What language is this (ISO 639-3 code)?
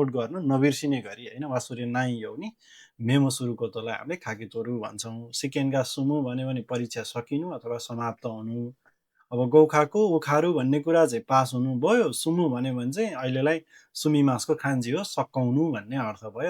nep